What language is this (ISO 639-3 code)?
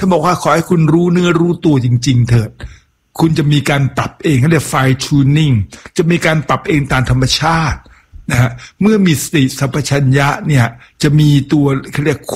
tha